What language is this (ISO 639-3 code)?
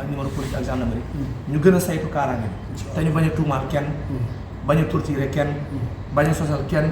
wol